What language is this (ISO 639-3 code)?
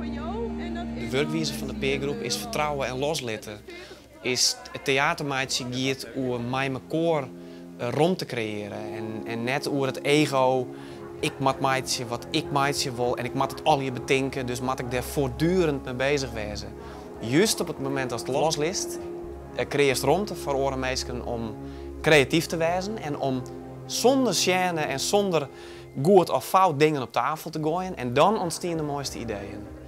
fry